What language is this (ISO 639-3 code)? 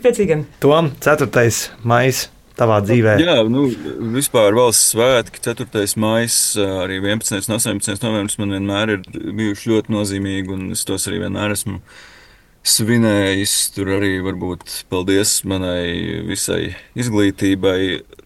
lav